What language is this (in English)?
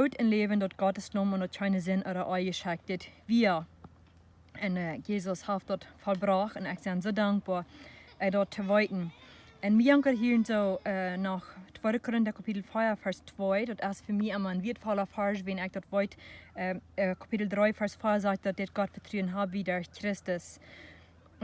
Plautdietsch